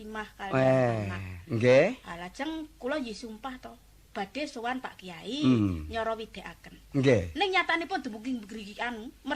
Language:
Javanese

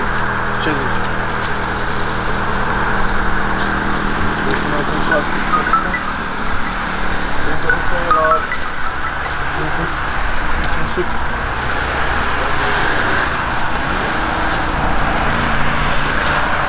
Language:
Romanian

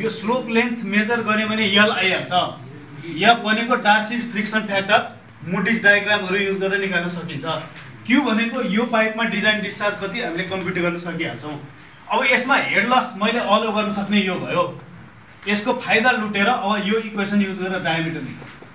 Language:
Nepali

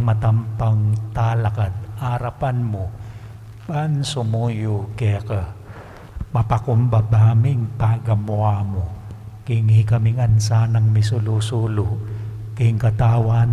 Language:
Pampanga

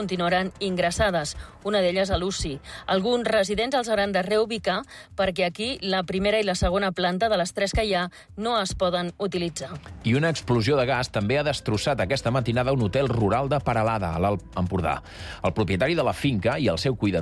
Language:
Catalan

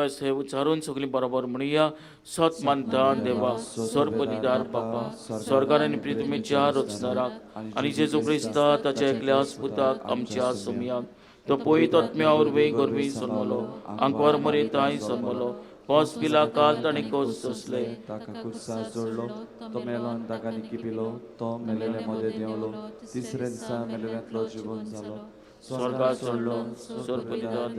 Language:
Konkani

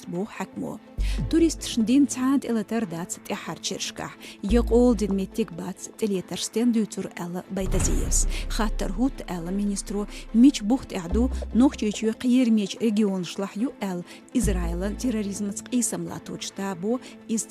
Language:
Chechen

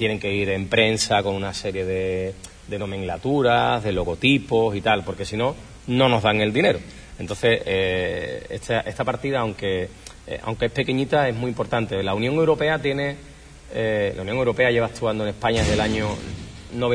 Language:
Spanish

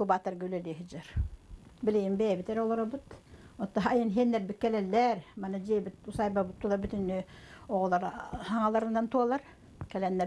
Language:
Yakut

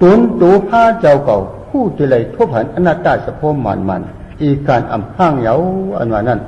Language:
Shan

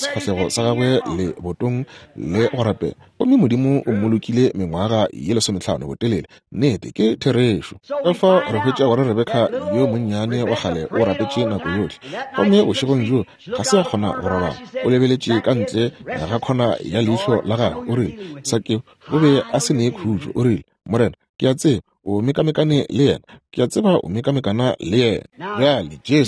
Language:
Northern Sotho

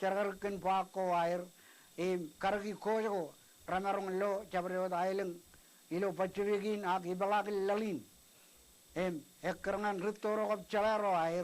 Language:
Marshallese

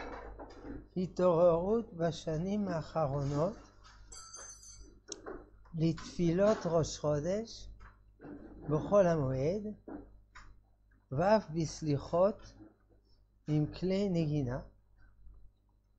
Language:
Hebrew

